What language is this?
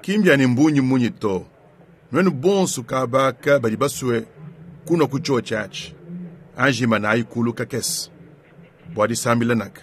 Luba-Lulua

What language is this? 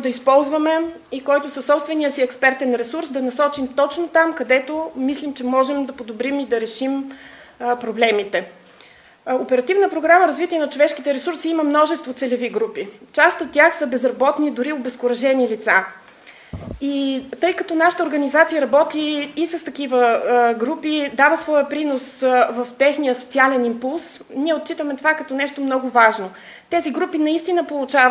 Bulgarian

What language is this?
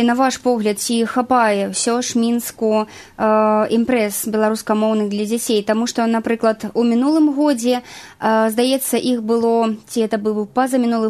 Belarusian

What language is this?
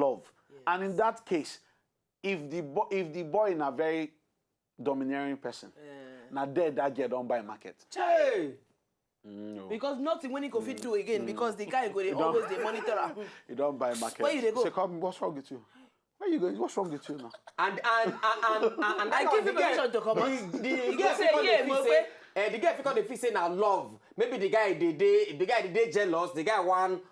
Nigerian Pidgin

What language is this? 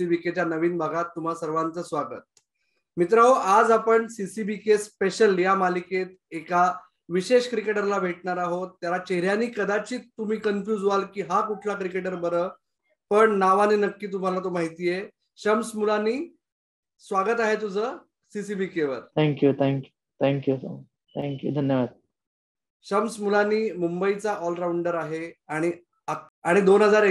Marathi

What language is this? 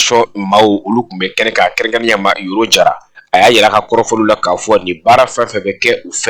Bambara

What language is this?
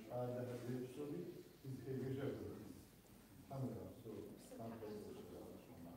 Kabardian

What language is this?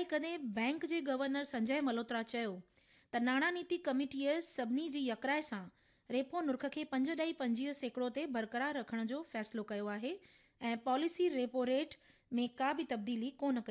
Sindhi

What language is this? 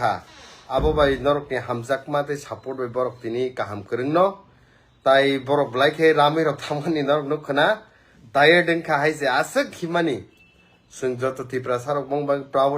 Kok Borok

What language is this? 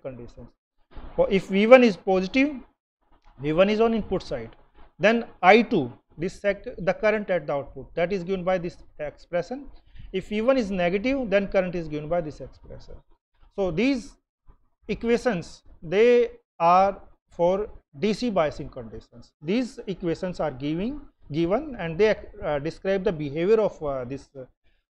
English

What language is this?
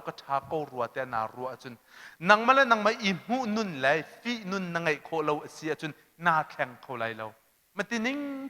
Hakha Chin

